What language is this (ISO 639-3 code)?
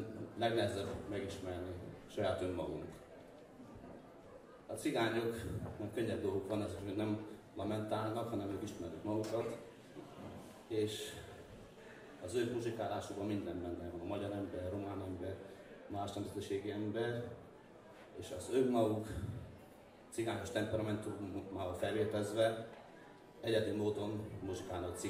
hun